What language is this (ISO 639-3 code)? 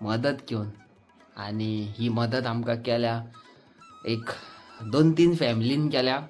kok